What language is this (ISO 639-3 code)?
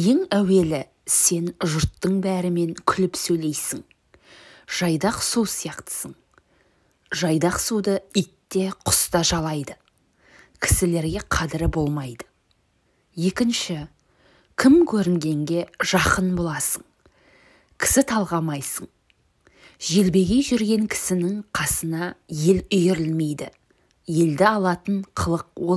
kaz